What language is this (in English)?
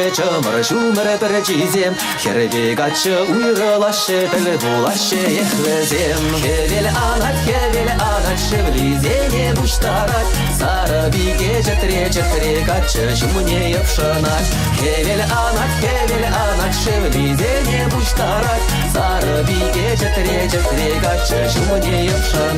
Chuvash